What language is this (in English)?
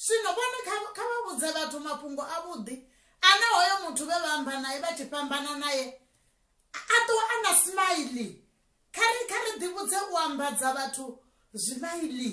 Venda